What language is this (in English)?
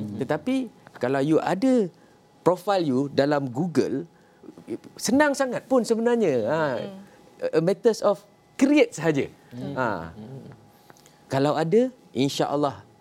Malay